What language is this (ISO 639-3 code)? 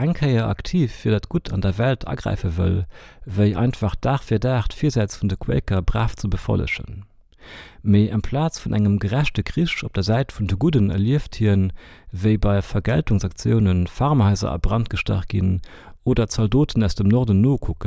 ltz